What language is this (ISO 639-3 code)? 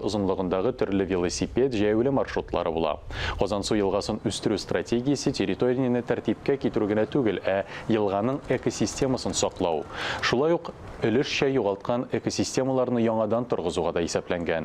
tat